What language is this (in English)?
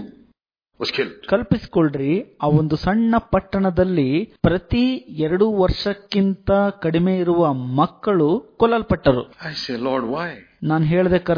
Kannada